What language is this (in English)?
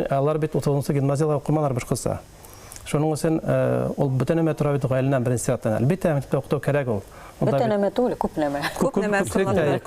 Bashkir